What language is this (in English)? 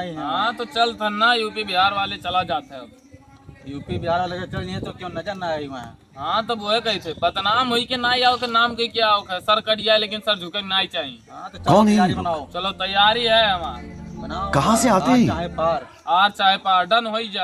Awadhi